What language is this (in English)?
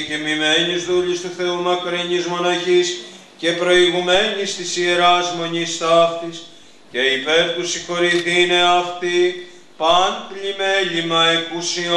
Greek